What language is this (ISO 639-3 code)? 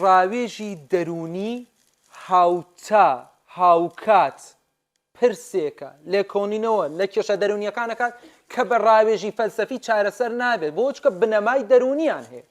ckb